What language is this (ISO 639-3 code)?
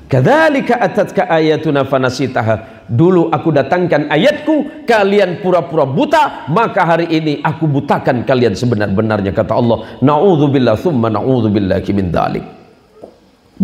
ind